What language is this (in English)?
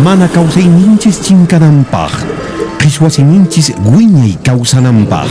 Quechua